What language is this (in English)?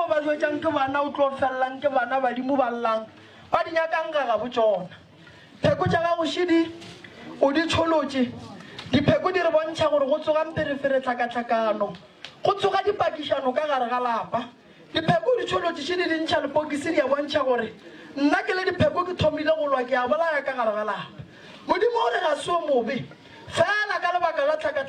Northern Sotho